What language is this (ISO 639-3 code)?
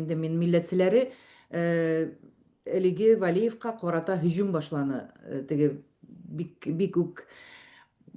bak